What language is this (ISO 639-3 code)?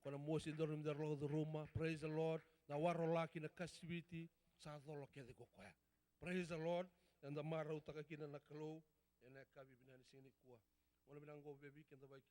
fij